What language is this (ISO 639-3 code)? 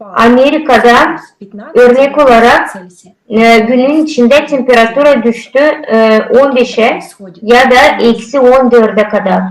gag